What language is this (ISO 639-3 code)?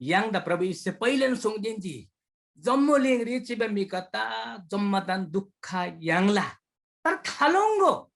taj